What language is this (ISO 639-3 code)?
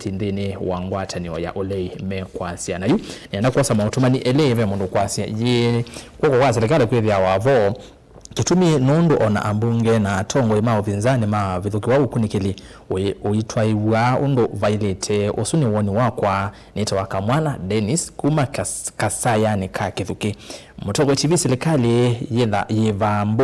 kam